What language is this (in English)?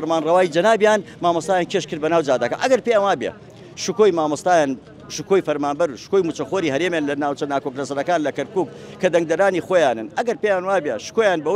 Central Kurdish